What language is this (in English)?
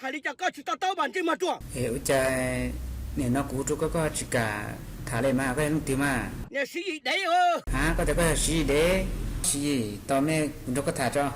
Hmong